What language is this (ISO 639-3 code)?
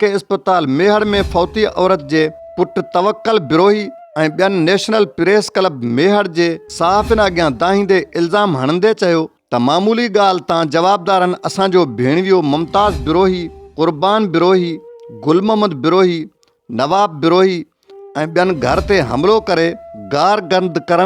snd